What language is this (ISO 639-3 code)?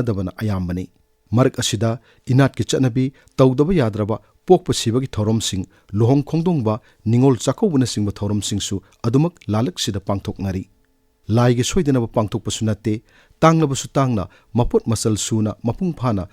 mni